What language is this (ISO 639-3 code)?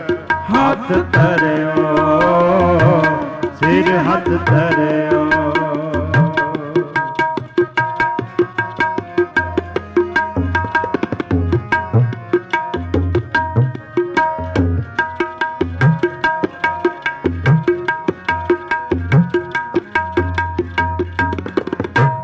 pan